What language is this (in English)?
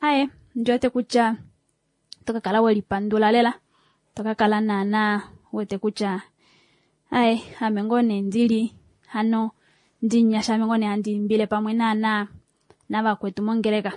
Kuanyama